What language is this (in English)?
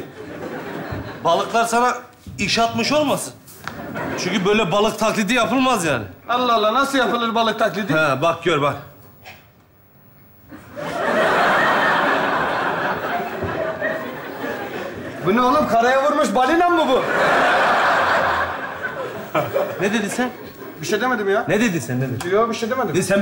Turkish